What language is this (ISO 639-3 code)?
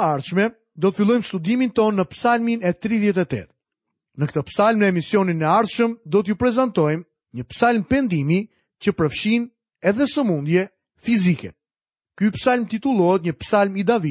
sqi